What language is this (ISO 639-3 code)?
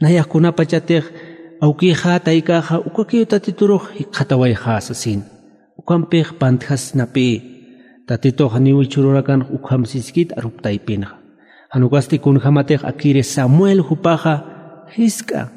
aym